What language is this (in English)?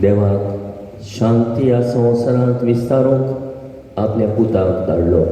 Konkani